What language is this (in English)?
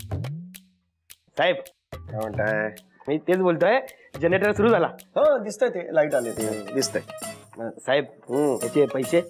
Marathi